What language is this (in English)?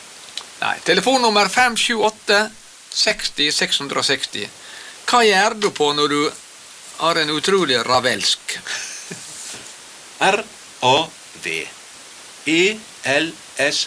Norwegian